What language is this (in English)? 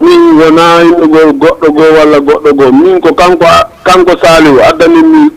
Fula